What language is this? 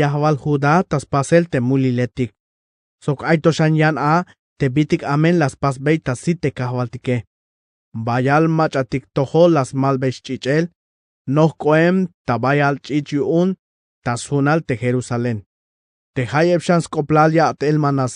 Tzeltal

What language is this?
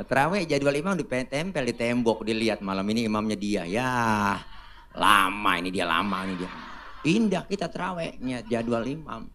Betawi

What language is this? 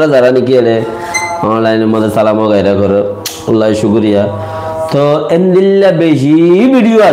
Rohingya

